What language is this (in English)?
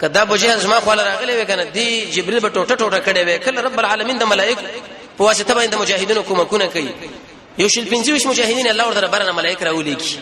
Pashto